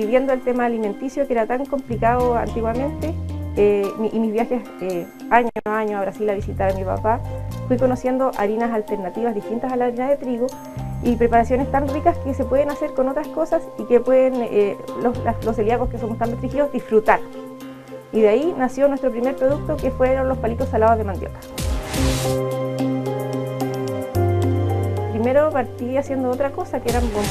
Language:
Spanish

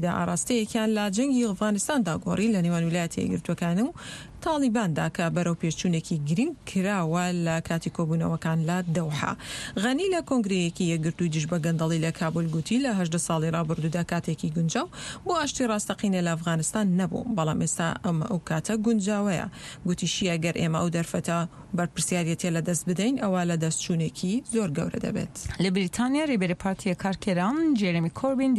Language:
Central Kurdish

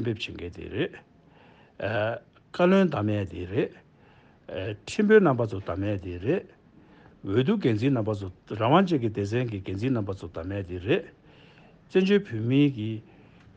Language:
Tibetan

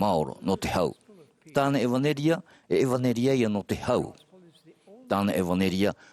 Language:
Tahitian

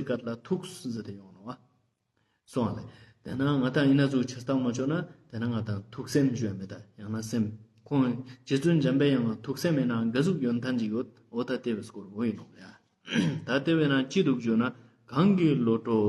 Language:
Ladakhi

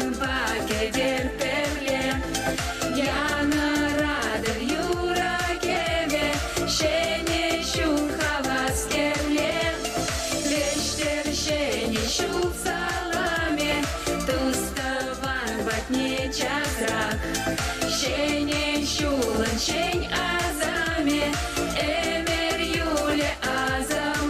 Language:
Chuvash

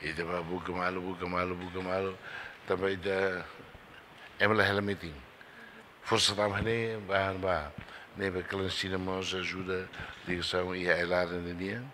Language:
Tetum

